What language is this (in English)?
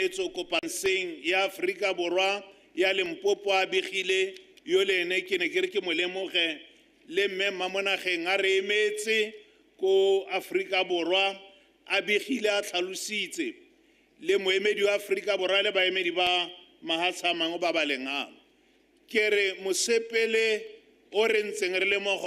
Tswana